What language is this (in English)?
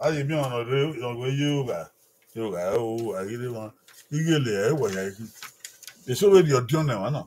Bini